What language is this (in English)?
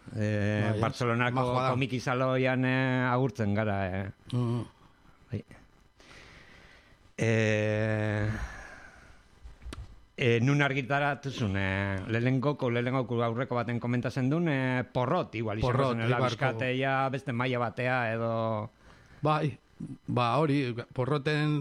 Basque